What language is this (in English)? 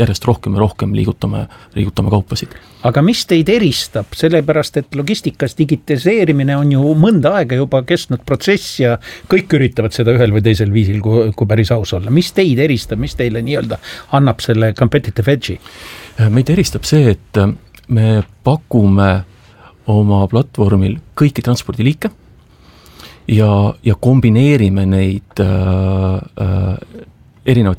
Estonian